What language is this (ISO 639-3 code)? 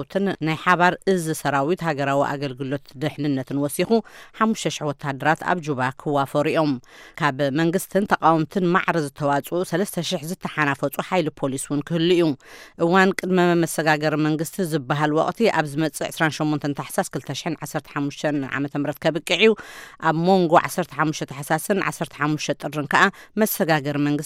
tir